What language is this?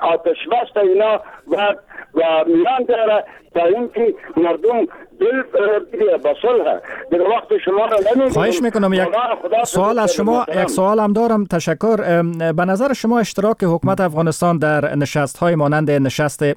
Persian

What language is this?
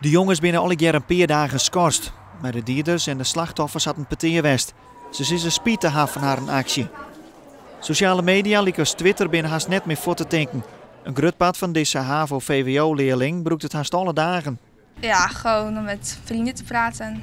Western Frisian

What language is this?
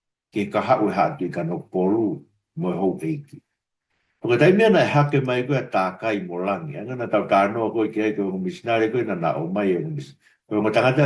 Tongan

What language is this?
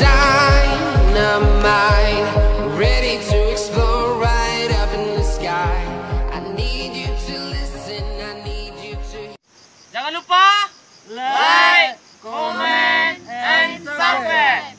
Minangkabau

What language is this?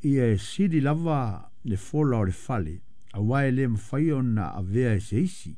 Samoan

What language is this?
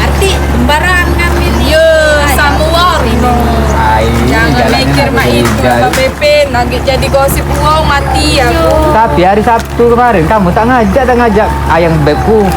Musi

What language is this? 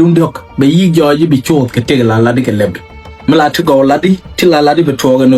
Nuer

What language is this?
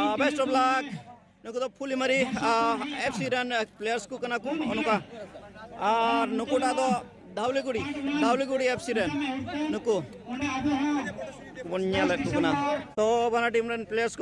Santali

